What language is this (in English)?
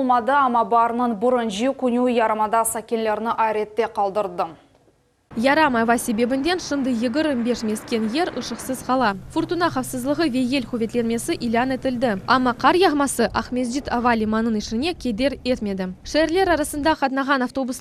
Crimean Tatar